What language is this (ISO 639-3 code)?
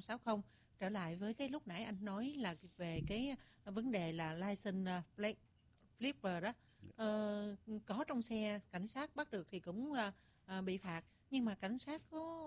vie